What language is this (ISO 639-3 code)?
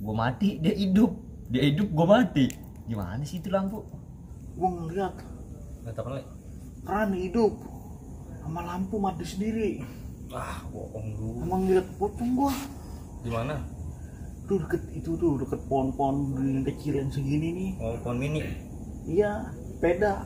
bew